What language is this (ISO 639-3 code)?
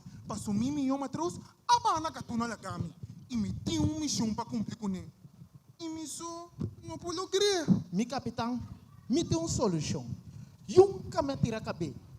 pap